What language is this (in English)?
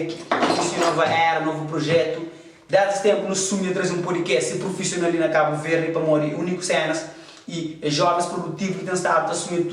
Kabuverdianu